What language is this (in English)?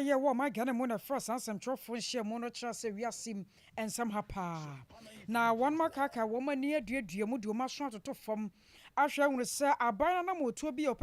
Akan